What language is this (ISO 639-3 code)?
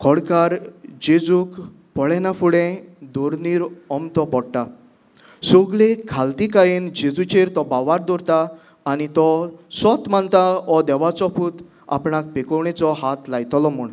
kok